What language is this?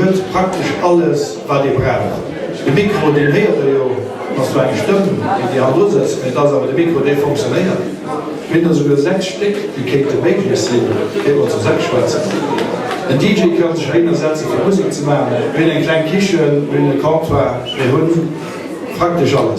Luxembourgish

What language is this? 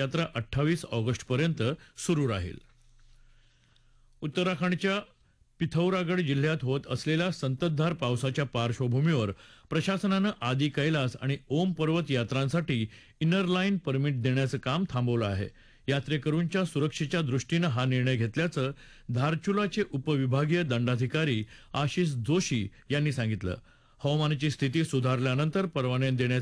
Marathi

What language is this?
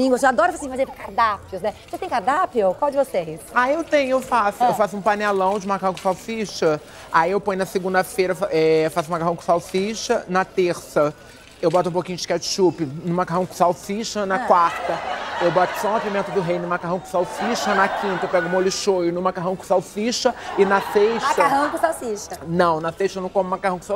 Portuguese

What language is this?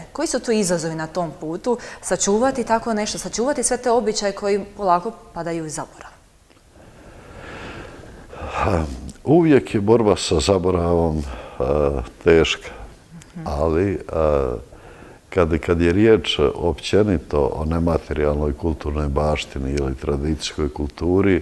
Croatian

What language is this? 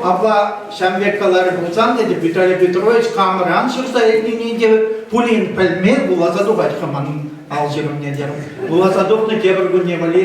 Chuvash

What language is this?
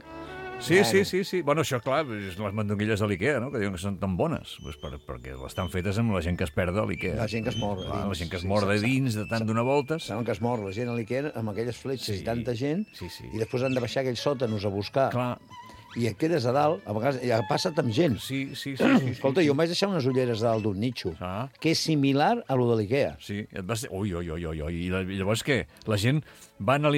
Catalan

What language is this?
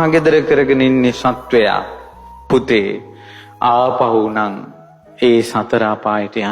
Sinhala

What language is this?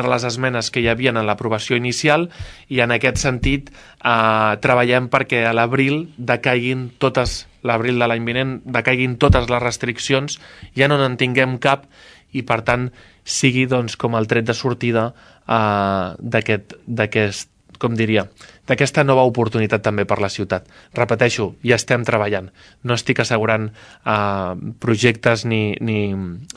Catalan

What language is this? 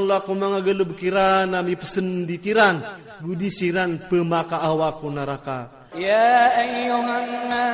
Iranun (Philippines)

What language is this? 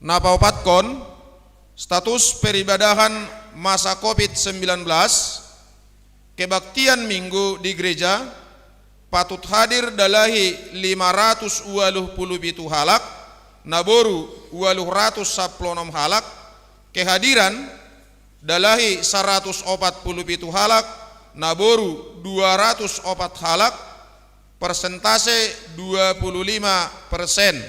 Batak Simalungun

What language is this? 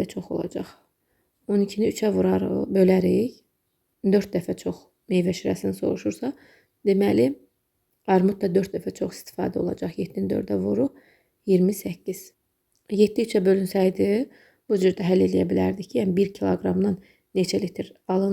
Azerbaijani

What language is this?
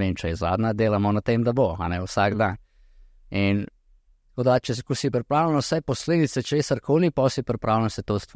Slovenian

